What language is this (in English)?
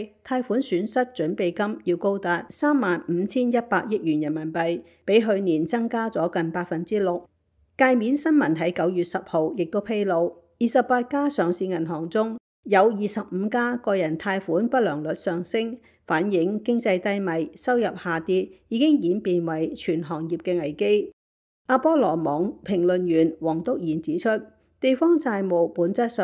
Cantonese